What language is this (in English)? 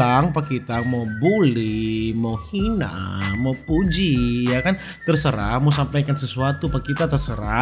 Manado Malay